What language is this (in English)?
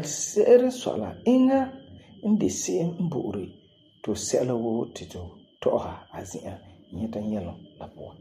Frafra